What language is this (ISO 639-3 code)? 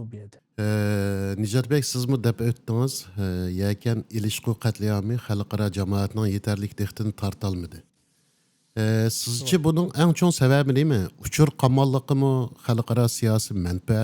uig